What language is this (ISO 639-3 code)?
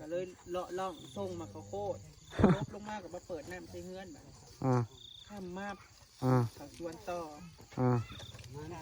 tts